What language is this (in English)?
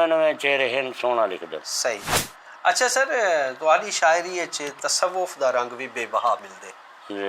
Saraiki